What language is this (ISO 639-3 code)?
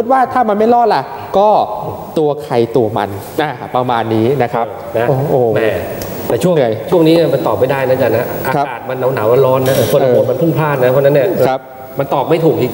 tha